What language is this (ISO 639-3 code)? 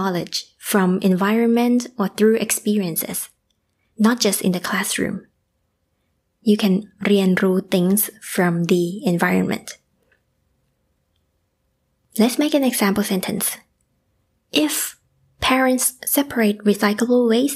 eng